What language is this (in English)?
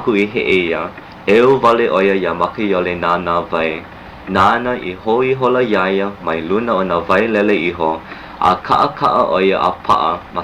Hawaiian